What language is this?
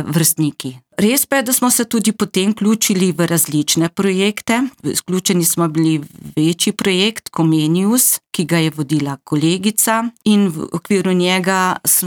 Slovenian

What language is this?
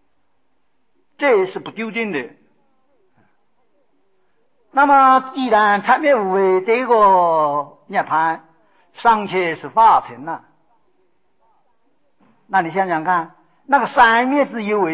Chinese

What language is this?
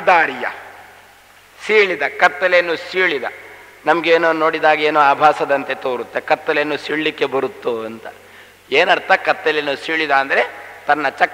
Kannada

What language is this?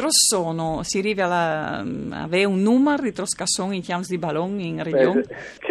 Friulian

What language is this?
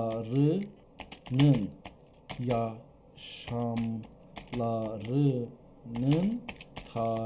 South Azerbaijani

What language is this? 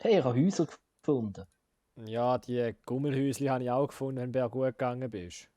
Swiss German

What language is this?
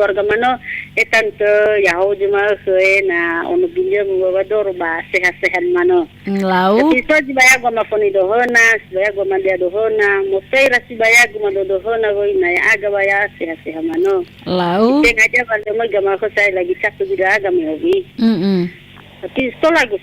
Nias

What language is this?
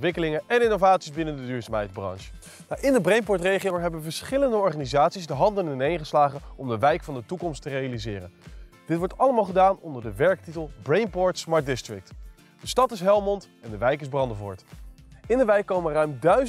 Dutch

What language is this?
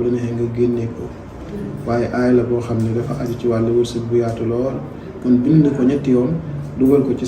Wolof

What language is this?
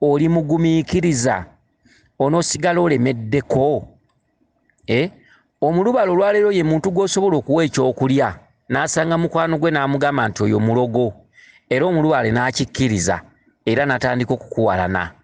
Ganda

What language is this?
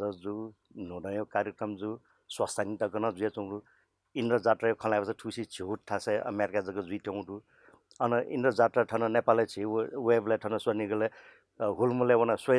Newari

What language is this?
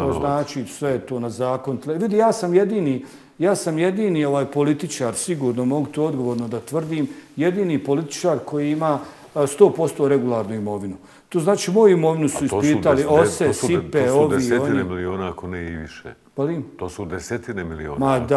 Bosnian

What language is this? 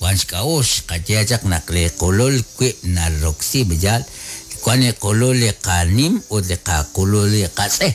Kekchí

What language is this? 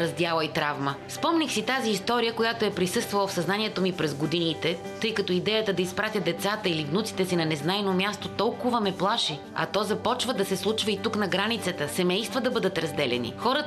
Bulgarian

